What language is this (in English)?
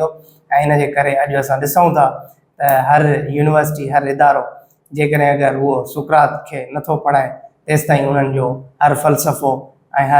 Sindhi